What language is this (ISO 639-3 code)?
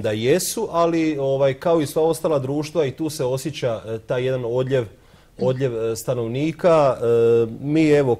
hrv